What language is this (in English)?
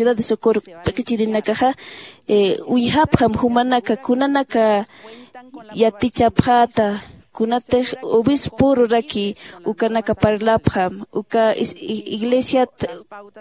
Aymara